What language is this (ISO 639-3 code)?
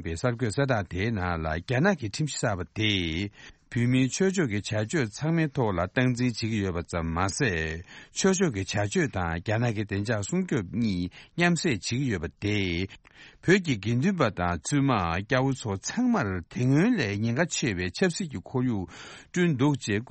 bod